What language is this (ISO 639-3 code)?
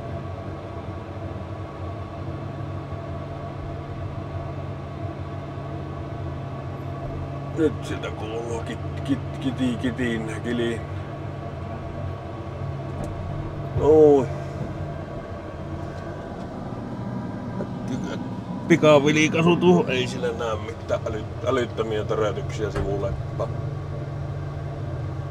fin